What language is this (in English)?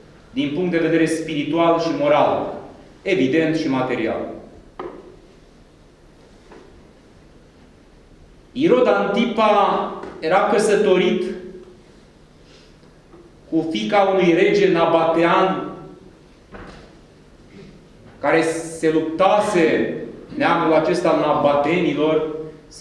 Romanian